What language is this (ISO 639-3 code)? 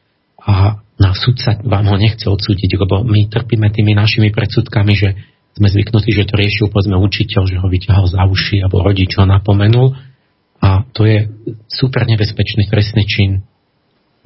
slk